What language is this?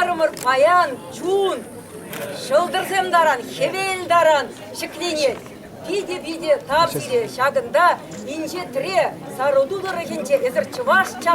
Chuvash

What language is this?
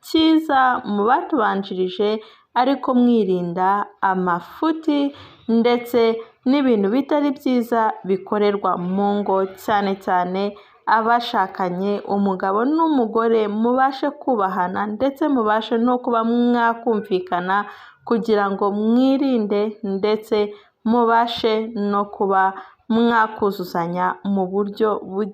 Kinyarwanda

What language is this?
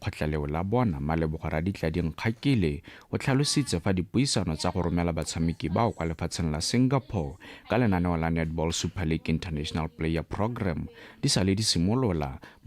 Tswana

